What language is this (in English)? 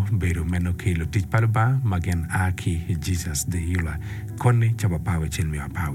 Acoli